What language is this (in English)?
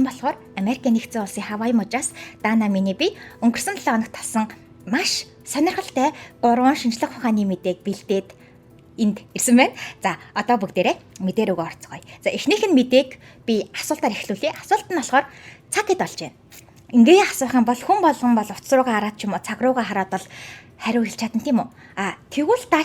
Mongolian